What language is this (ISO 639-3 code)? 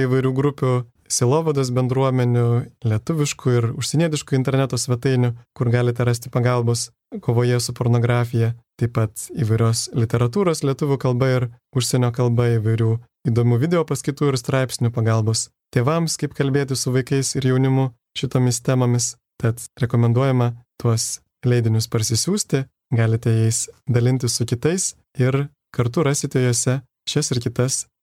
lit